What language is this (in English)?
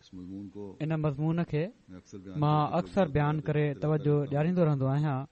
Sindhi